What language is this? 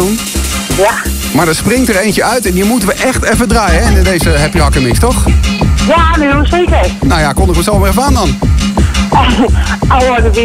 Dutch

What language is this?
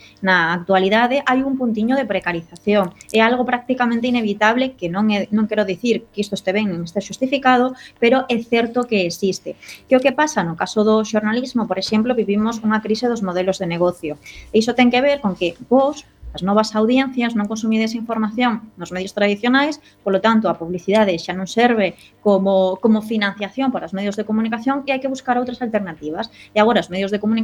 Galician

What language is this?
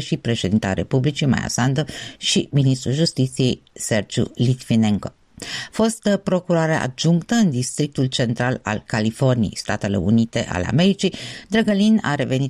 Romanian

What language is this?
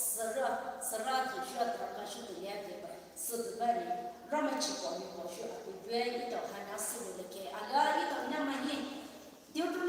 Poumei Naga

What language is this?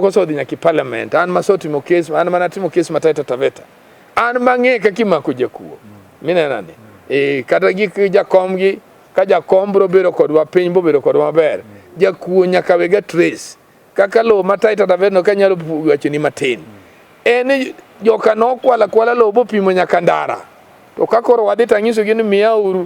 Luo (Kenya and Tanzania)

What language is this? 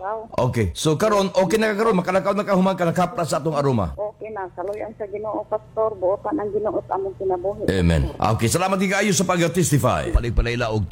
Cebuano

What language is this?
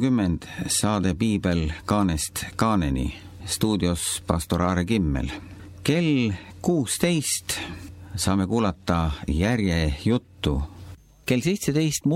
Estonian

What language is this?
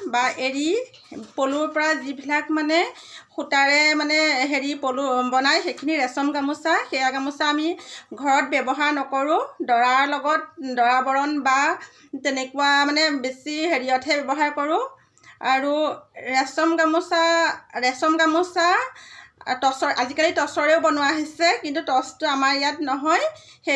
Assamese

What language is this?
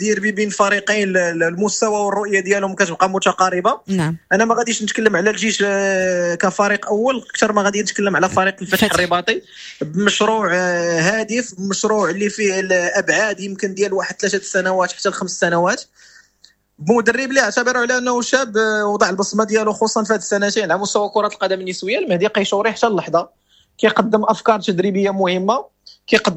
Moroccan Arabic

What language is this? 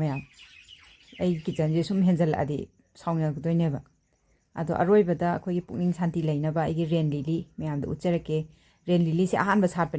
Manipuri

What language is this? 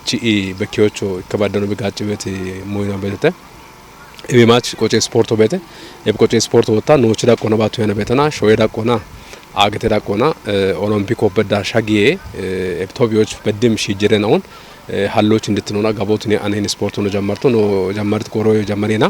Kafa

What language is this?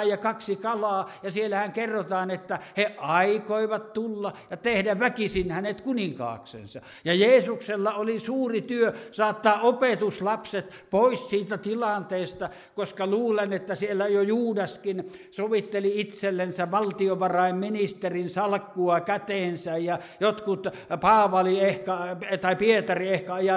Finnish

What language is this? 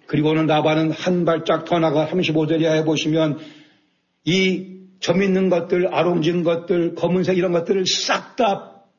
Korean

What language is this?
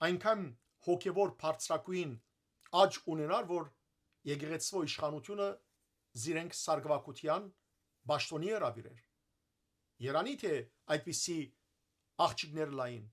Western Armenian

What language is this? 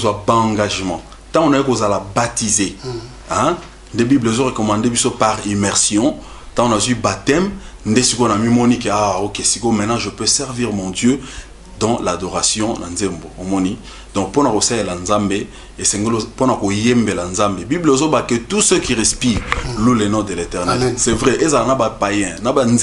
Lingala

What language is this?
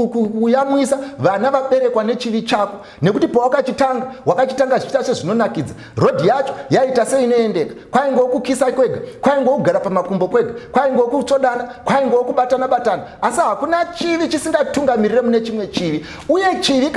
Shona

